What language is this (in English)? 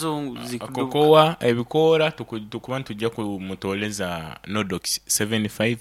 Nyoro